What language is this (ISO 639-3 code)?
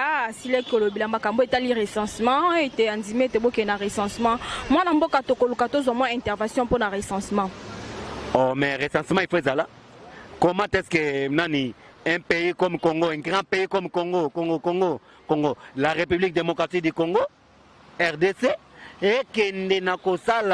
lin